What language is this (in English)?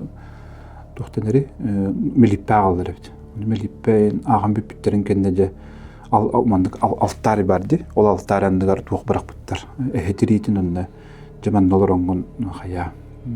Yakut